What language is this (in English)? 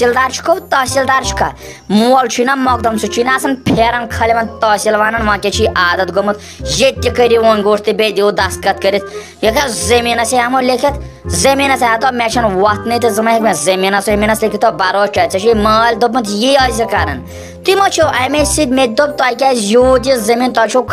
Kashmiri